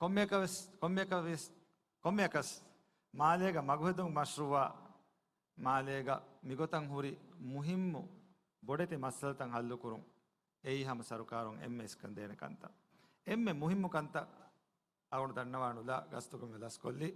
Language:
Divehi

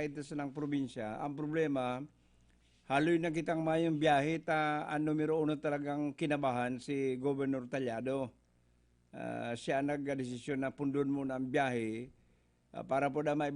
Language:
Bikol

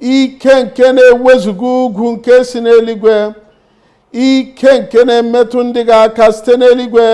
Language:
Igbo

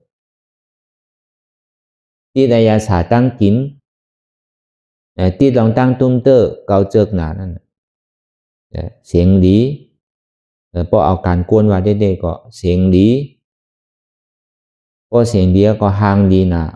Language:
Shan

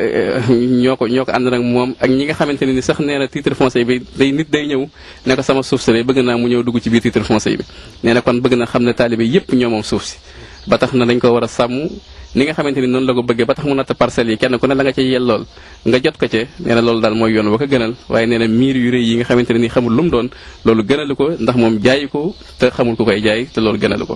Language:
Wolof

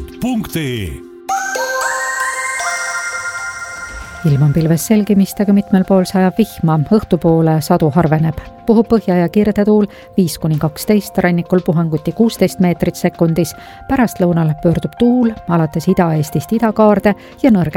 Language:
Estonian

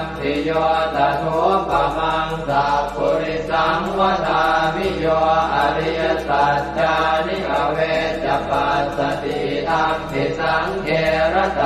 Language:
Pali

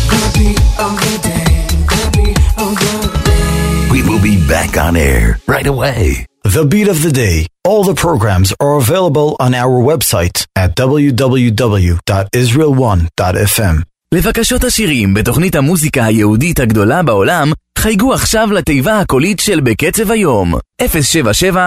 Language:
Hebrew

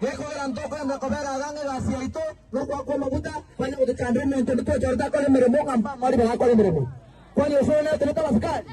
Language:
Gusii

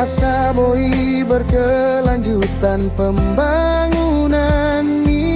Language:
Batak Toba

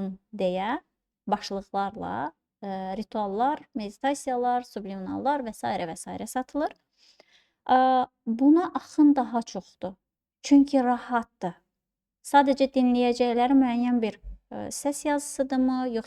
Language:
Azerbaijani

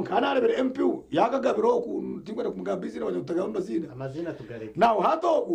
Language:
Nyankole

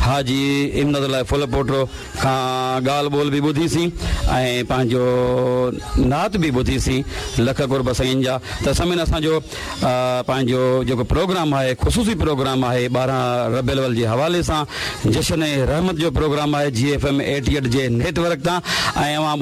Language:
Sindhi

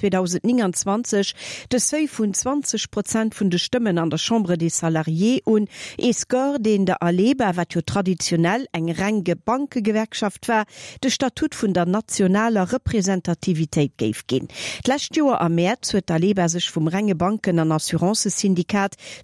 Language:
Luxembourgish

